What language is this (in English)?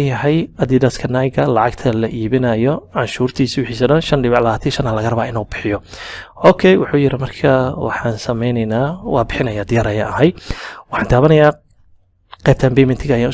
Somali